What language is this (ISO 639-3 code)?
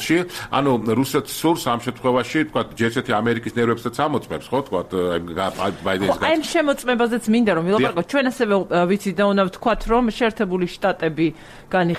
kat